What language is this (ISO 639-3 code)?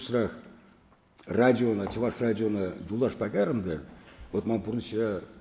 chv